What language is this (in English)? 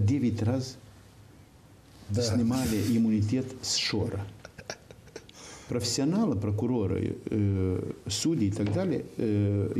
Russian